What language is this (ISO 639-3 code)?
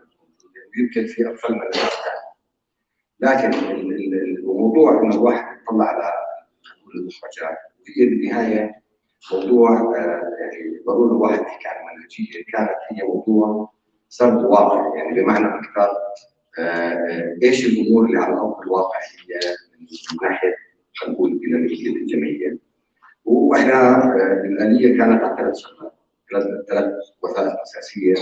apc